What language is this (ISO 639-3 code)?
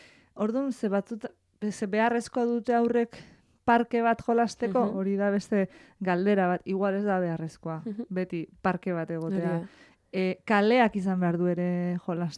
eus